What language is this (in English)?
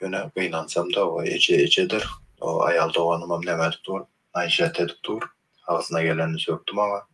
Turkmen